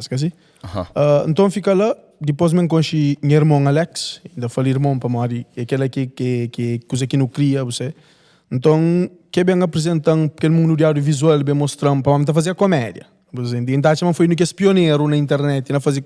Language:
Kabuverdianu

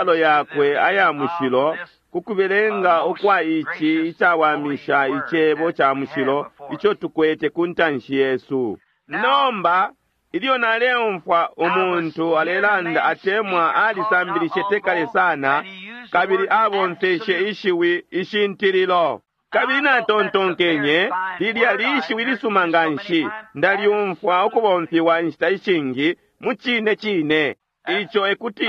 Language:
Bemba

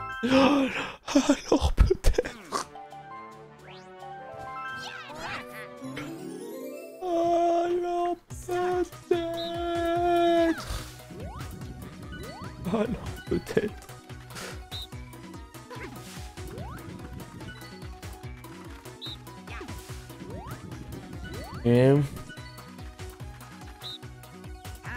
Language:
French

